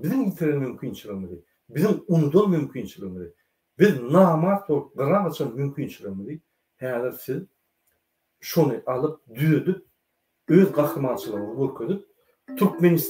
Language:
Turkmen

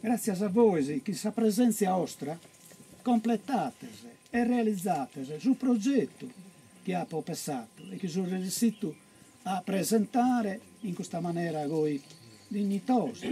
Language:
Sardinian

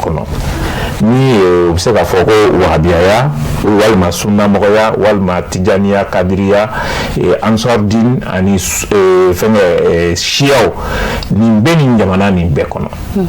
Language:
Bambara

